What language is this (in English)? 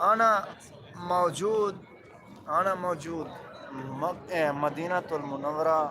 Saraiki